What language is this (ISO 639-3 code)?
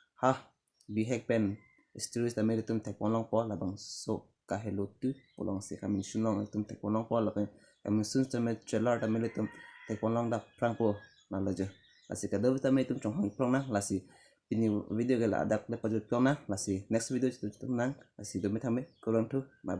mjw